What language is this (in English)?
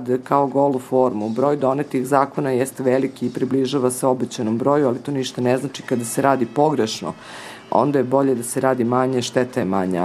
Serbian